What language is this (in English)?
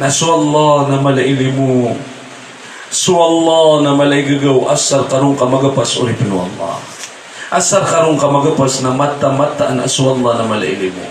Maranao